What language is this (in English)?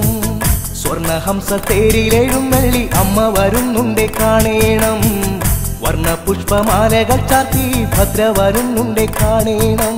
Malayalam